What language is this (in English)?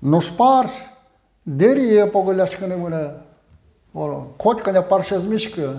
Udmurt